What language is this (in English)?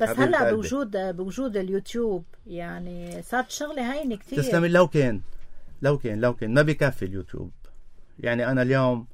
North Levantine Arabic